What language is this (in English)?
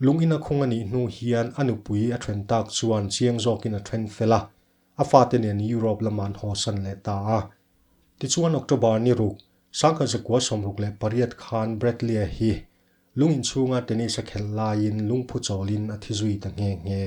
Mizo